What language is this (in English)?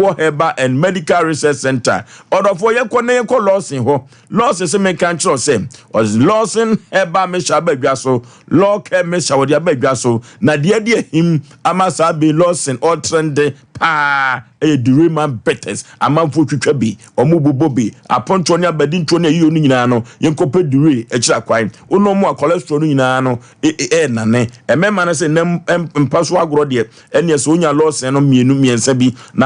Akan